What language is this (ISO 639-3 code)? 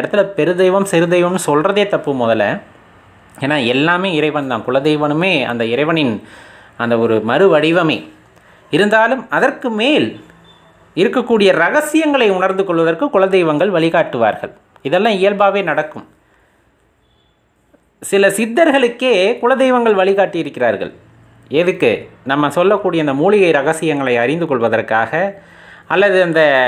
tam